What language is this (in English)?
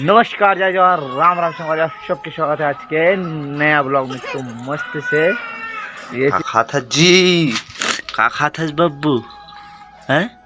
Chhattisgarhi